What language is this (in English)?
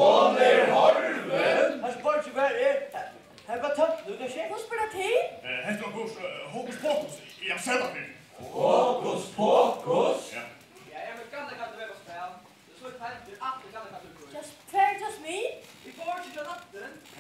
Faroese